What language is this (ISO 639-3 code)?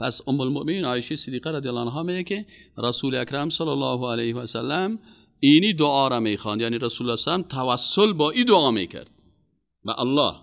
fas